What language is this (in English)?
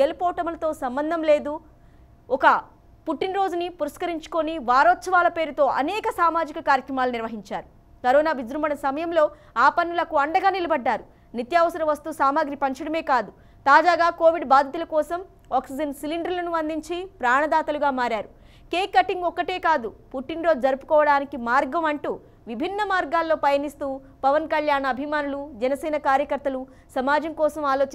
Telugu